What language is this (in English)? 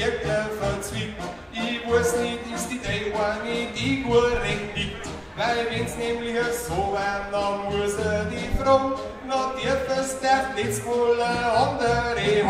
Bavarian